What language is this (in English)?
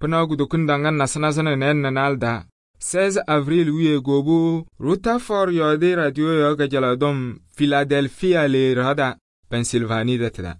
Kabiyè